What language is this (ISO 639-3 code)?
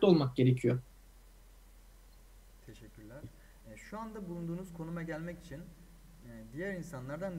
tur